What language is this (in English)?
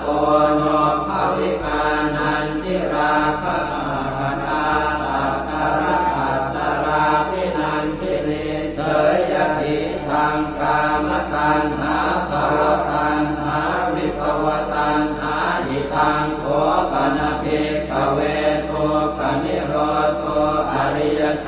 Pali